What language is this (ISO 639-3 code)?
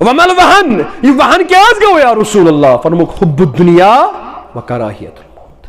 kas